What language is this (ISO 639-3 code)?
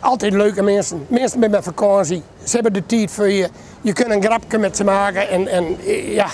fry